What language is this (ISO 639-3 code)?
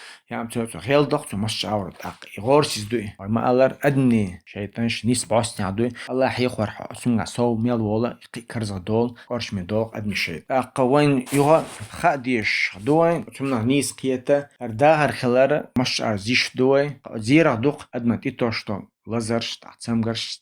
che